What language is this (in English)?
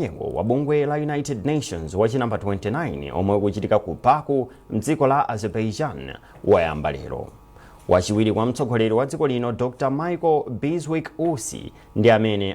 Nyanja